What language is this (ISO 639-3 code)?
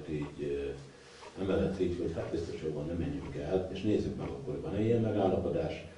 hun